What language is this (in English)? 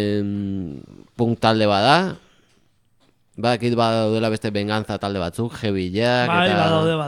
Basque